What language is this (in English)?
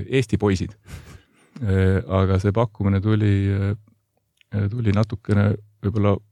Estonian